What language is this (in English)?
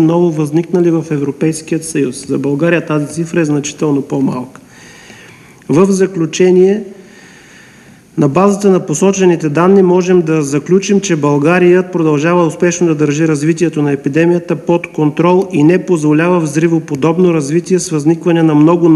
Bulgarian